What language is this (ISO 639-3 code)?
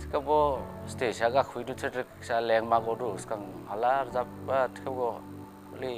dis